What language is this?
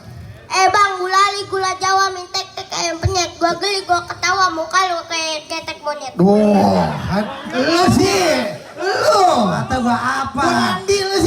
Betawi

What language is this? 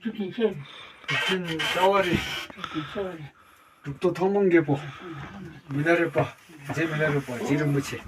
Tibetan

